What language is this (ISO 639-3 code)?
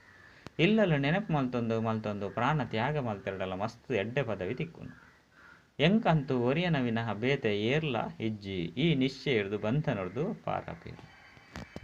tcy